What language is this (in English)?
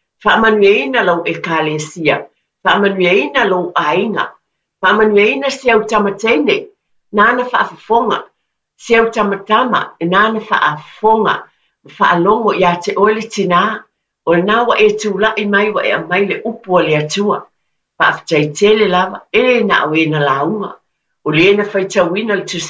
Samoan